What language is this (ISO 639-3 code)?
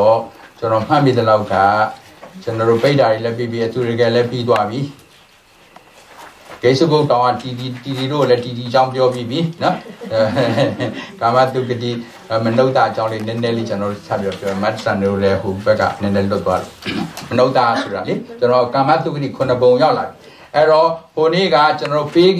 mya